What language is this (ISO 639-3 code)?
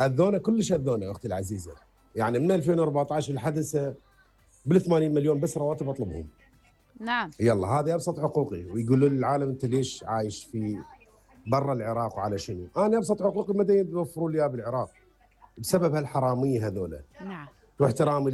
acm